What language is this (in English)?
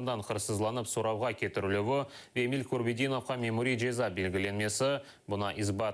Crimean Tatar